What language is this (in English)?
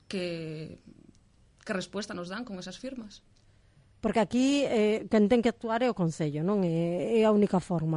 Galician